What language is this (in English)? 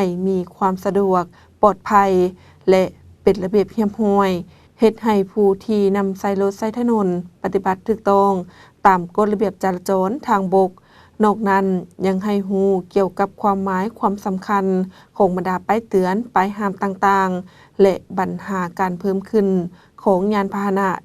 Lao